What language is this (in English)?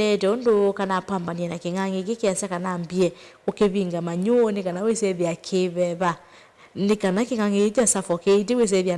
Kamba